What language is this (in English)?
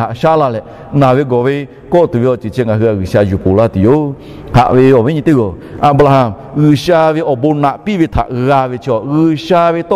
Lahu